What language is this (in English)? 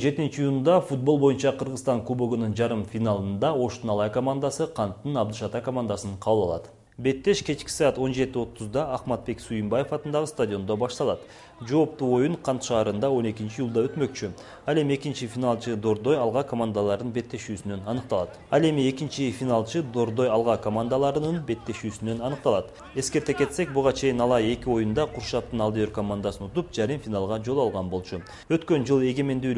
Kyrgyz